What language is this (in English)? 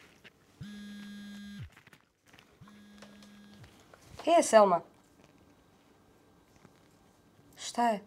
Bosnian